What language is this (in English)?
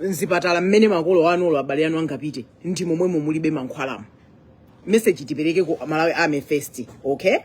Nyanja